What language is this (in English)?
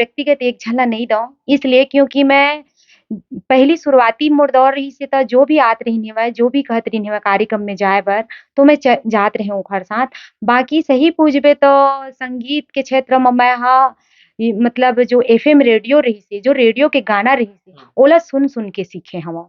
Chhattisgarhi